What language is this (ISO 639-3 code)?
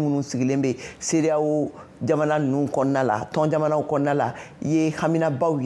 bam